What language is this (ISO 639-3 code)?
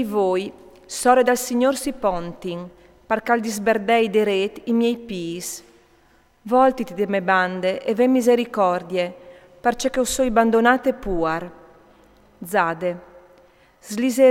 fur